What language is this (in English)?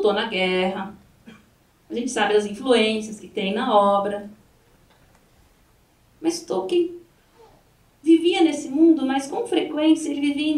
Portuguese